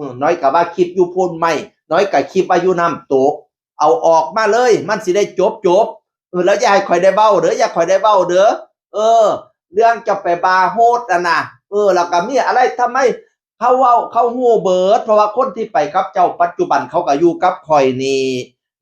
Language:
Northeastern Thai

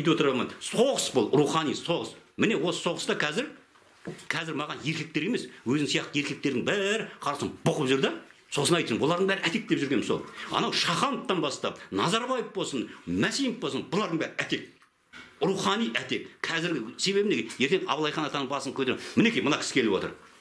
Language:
Kazakh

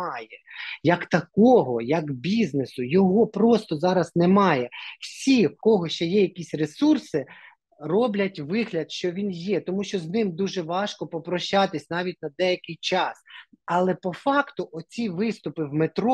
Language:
Ukrainian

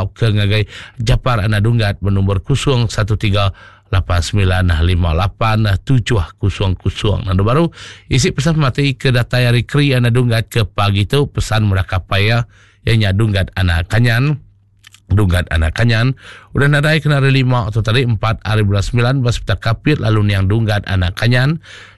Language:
Iban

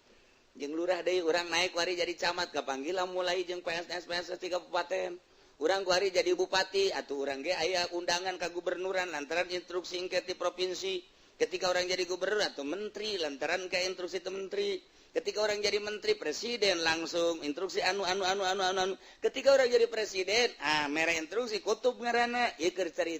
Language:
Sundanese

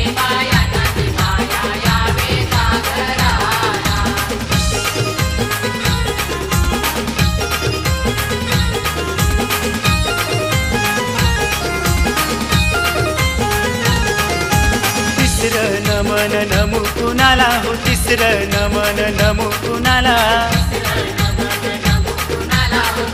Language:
Marathi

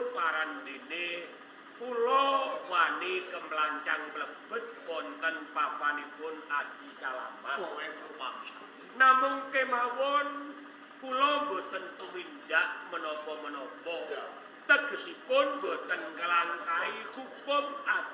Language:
Javanese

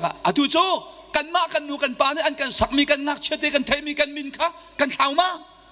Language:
Hakha Chin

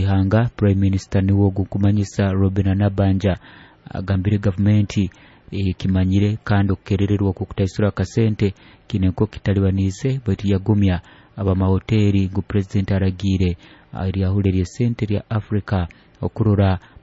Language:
Nyoro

